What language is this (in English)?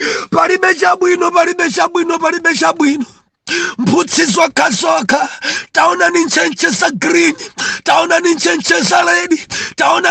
Nyanja